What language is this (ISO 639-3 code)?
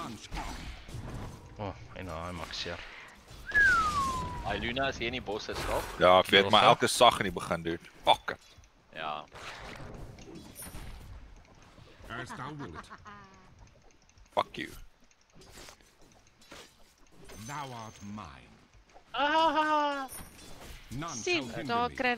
afr